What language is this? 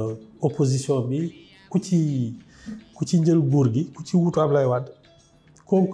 Wolof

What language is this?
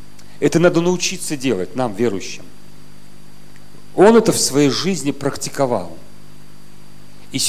Russian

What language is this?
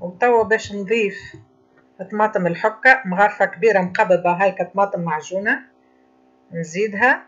Tunisian Arabic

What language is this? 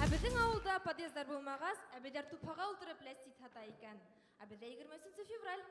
Bashkir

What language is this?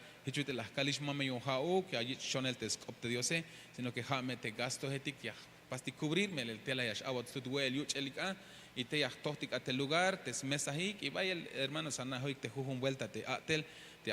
Tzeltal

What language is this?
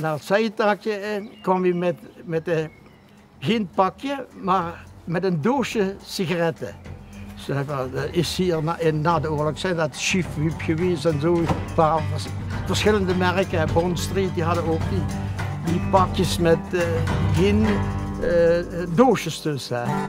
Limburgish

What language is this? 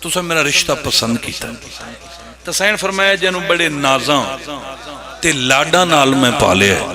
Pahari-Potwari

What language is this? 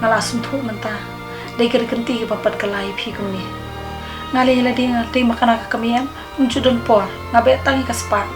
Khasi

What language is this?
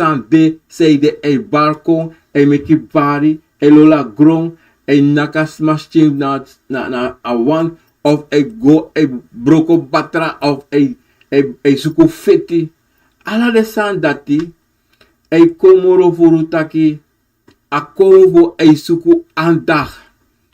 Sranan Tongo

